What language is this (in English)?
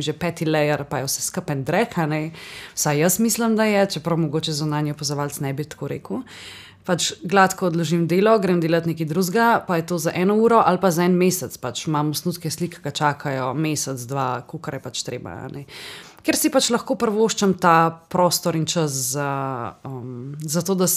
Slovenian